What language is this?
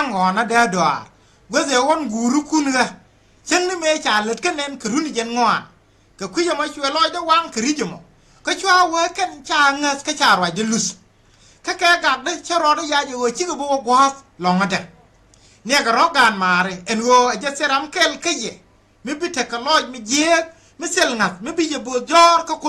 Nuer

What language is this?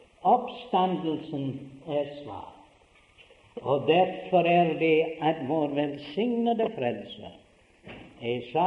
Norwegian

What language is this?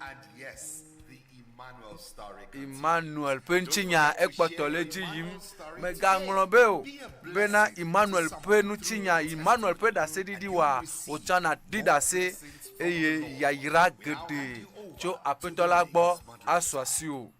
Ewe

